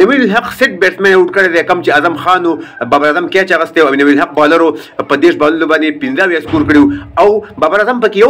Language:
Pashto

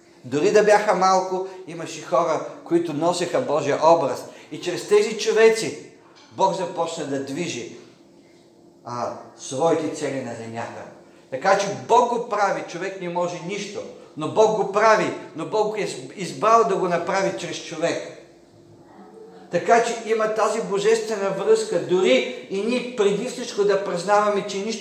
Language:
Bulgarian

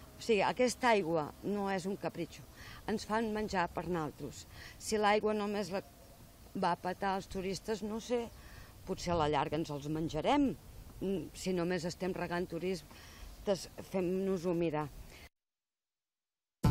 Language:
Catalan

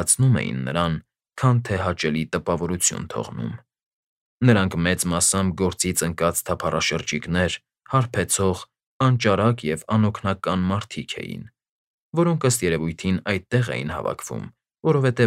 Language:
Armenian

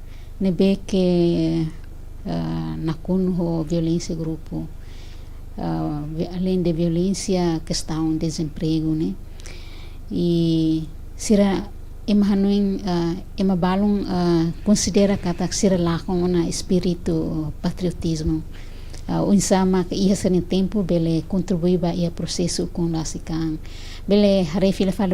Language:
Tetum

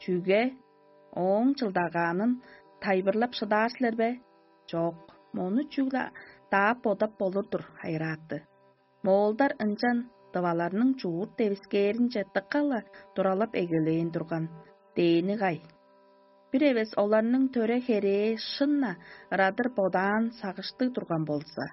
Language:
Tuvinian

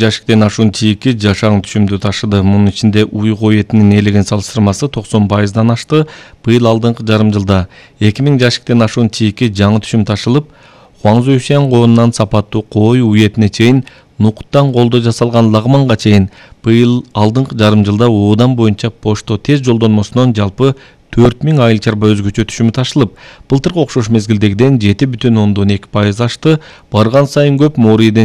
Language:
Kyrgyz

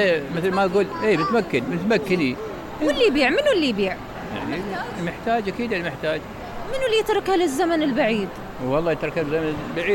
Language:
Mesopotamian Arabic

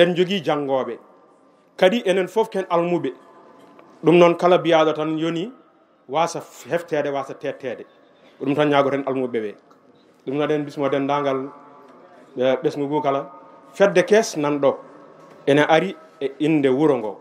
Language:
Fula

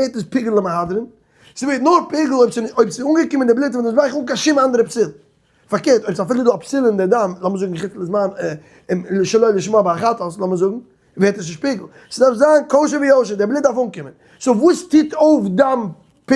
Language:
Yiddish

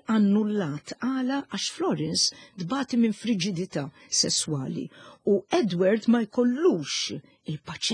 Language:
Maltese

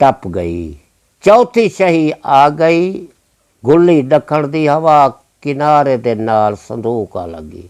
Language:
Saraiki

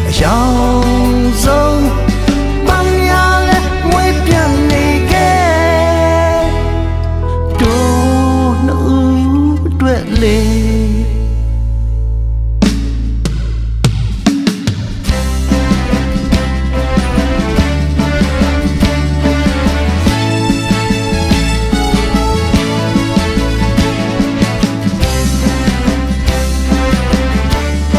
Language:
Burmese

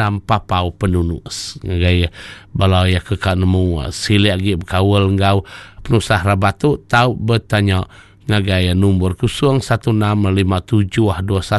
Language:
Iban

